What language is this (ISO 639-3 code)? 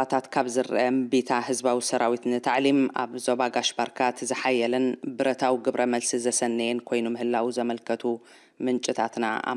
tir